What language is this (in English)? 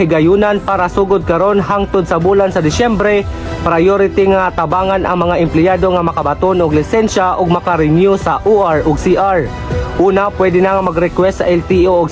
Cebuano